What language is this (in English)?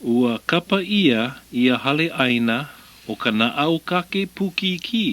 Hawaiian